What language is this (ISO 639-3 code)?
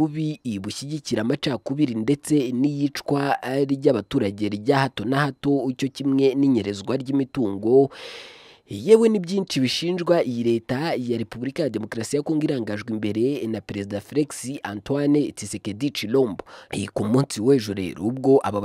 kin